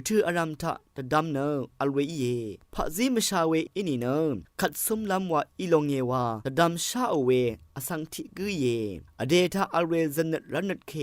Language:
Rawang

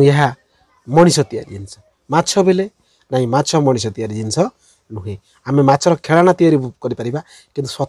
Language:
Odia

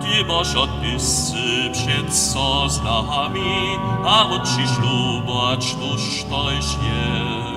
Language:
Upper Sorbian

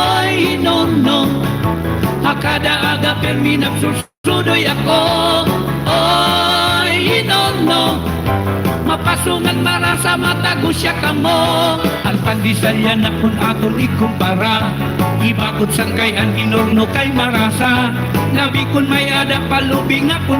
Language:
Waray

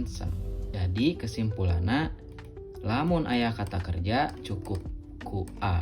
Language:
Sundanese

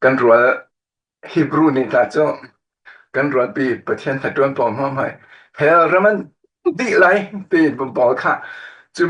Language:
Falam Chin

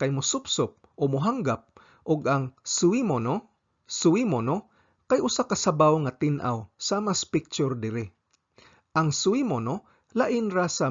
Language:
Cebuano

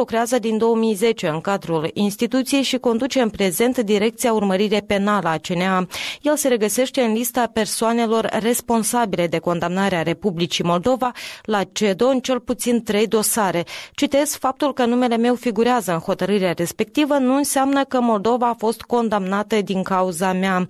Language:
Romanian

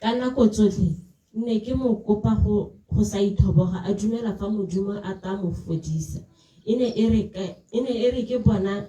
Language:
Tswana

